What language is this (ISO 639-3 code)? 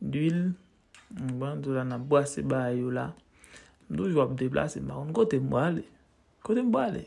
hat